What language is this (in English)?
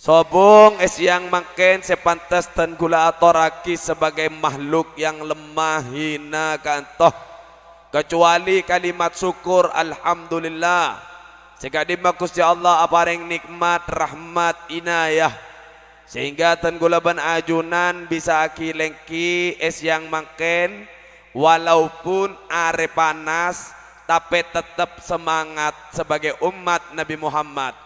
Madurese